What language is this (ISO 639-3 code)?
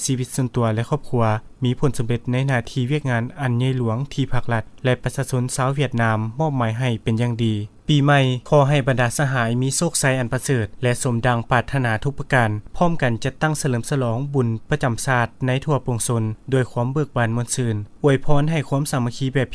lao